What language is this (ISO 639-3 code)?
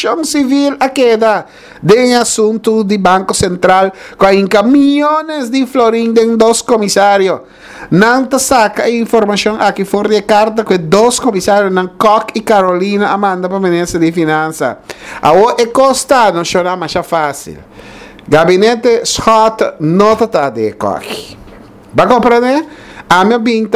pap